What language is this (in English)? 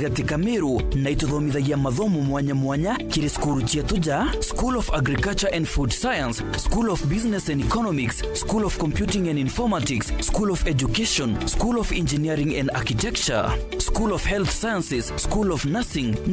Meru